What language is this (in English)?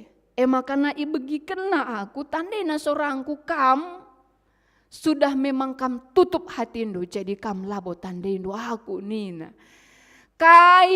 Batak Karo